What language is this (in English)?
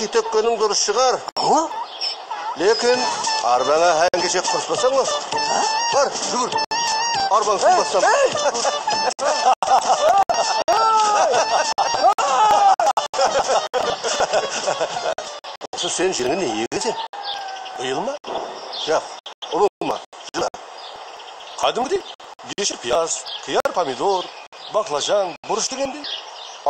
Kazakh